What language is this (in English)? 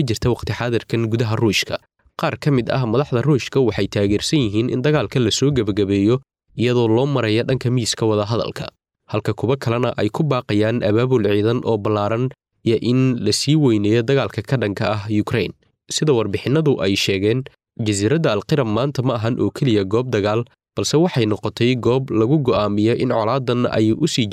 Somali